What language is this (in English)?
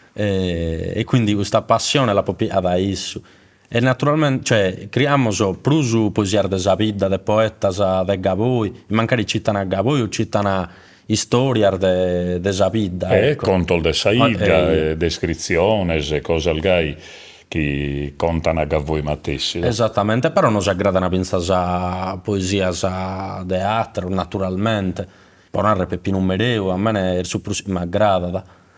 Sardinian